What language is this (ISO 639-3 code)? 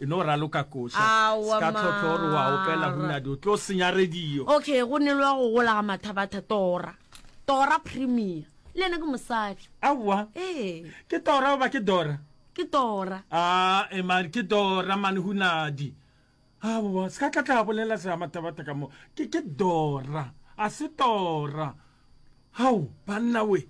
nso